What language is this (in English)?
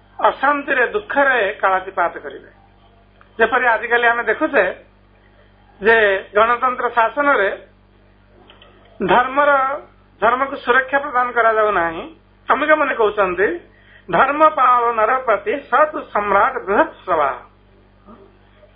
Odia